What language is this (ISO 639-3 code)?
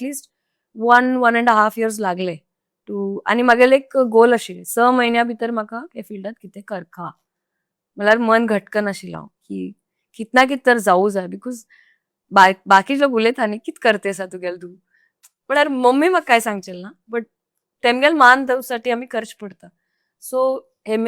kok